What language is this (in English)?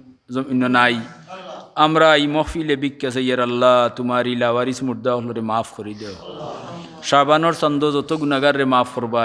Sylheti